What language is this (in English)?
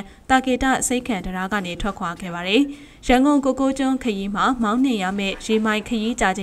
Burmese